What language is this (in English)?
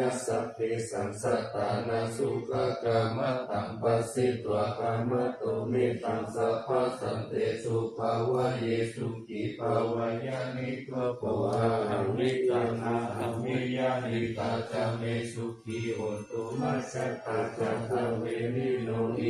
Pali